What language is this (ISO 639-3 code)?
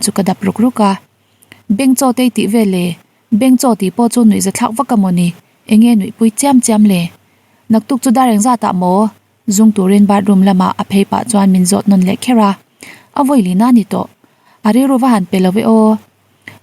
lus